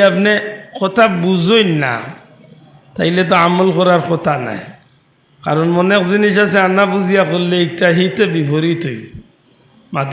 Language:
Sylheti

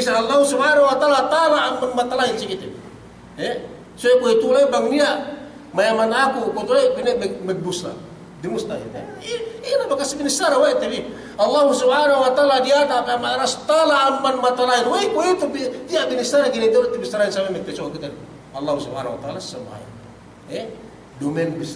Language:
Yakan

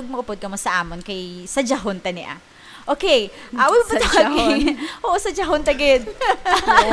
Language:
Hiligaynon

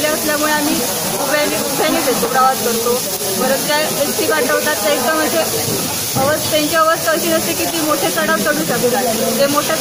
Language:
Marathi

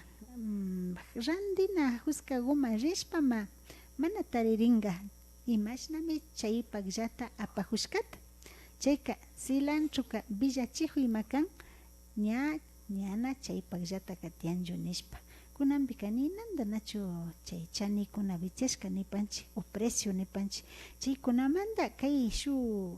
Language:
Imbabura Highland Quichua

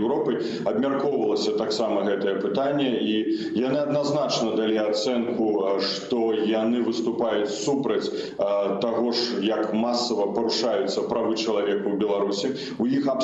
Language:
Belarusian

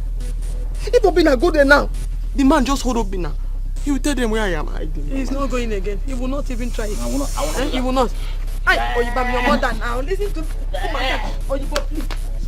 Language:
Nigerian Pidgin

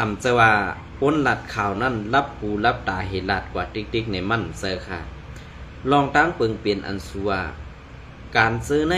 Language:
Shan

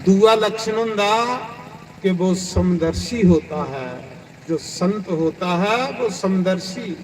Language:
Dogri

